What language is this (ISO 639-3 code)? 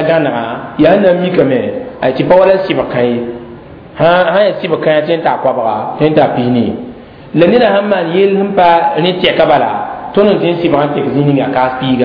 mos